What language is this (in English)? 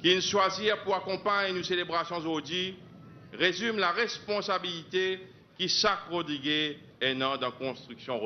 Morisyen